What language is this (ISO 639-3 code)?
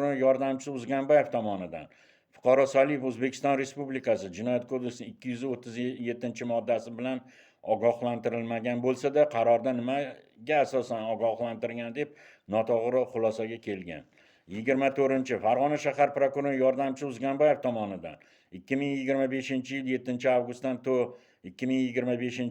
uzb